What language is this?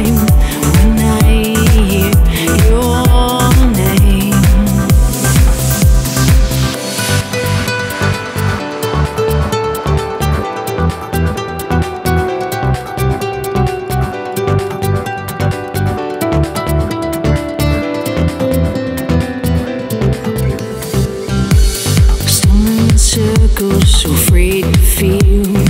English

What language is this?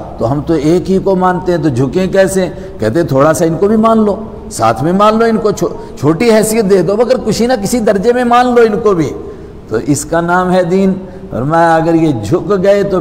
Urdu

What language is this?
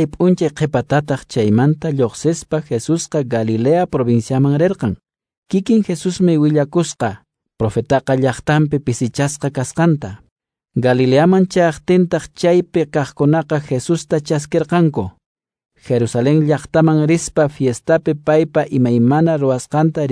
Quechua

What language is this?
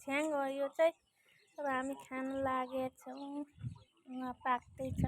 Nepali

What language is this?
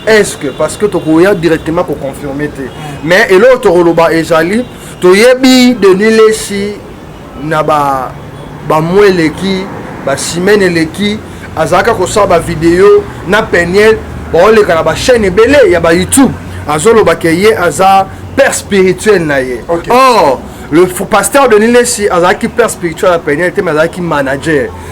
Lingala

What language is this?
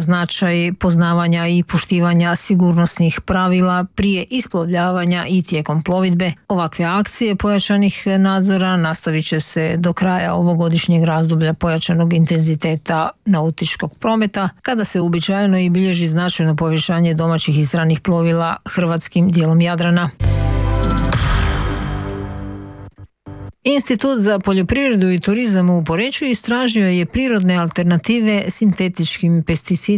Croatian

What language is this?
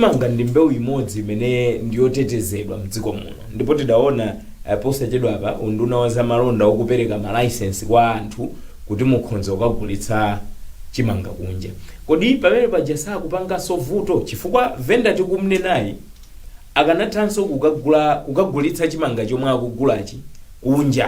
Nyanja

